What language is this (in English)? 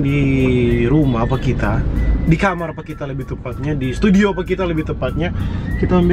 Manado Malay